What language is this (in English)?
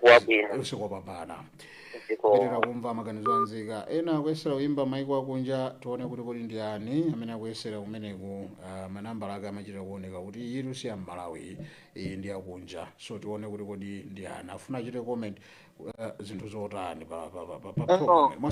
Nyanja